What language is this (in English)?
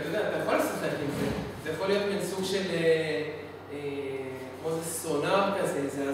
Hebrew